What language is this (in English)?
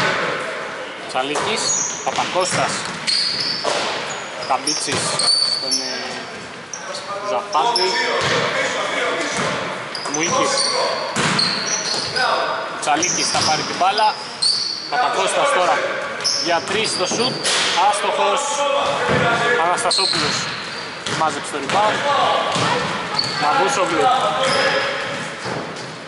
Greek